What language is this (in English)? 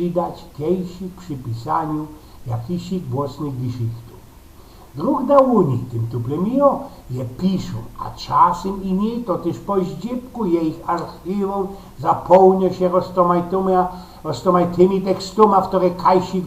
Silesian